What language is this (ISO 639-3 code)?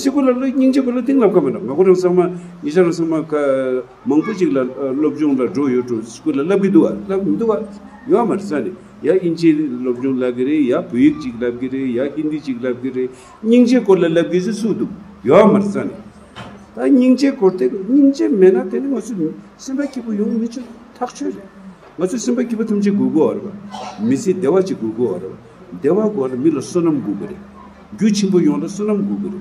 bod